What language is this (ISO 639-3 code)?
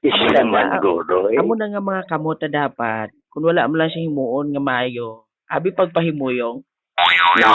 hil